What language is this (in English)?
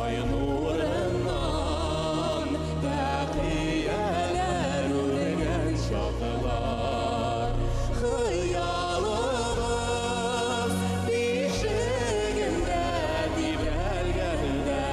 Bashkir